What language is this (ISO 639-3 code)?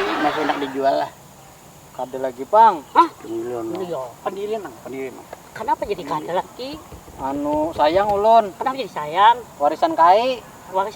bjn